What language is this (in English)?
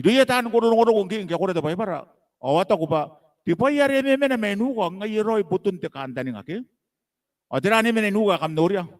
Gilbertese